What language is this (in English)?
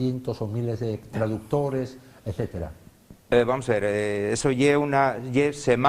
Asturian